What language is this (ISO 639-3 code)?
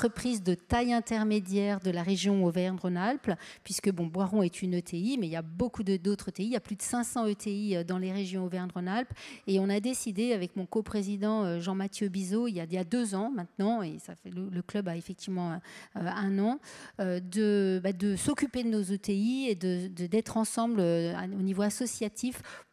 fra